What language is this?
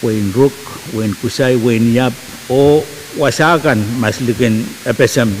Pohnpeian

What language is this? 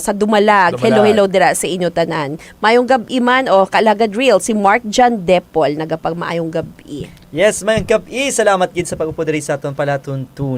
Hiligaynon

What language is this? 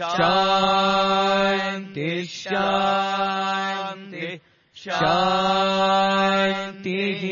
Sanskrit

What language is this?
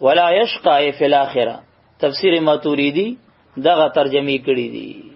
Pashto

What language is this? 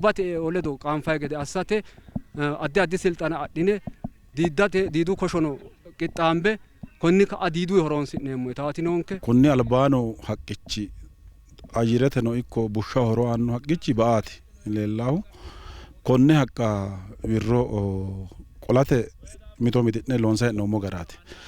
Sidamo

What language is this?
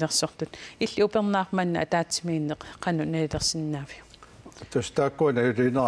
Kalaallisut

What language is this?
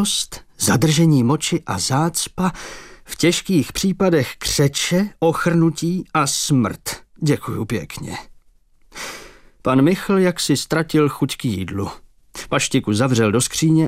Czech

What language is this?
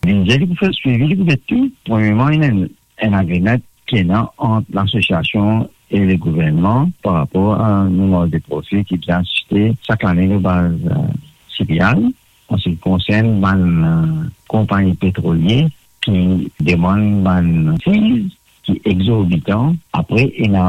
Morisyen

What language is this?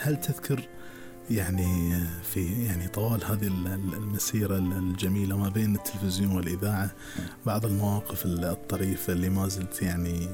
Gulf Arabic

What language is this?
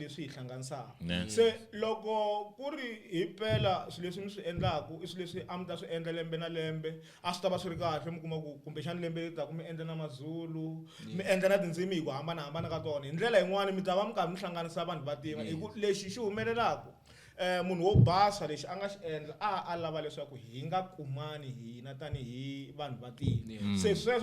Tsonga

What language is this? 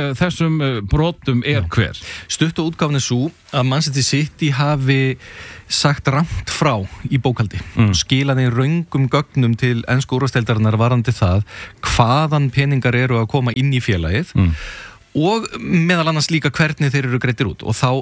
Icelandic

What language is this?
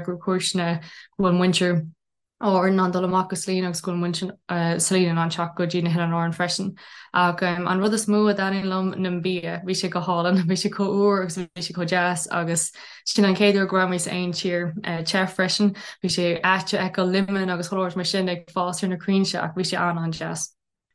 Irish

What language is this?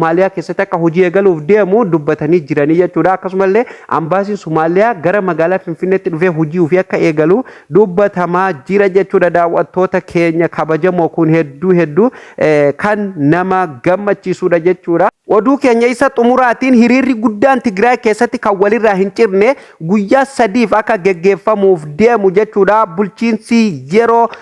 Oromo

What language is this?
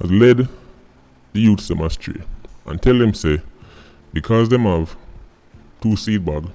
Jamaican Creole English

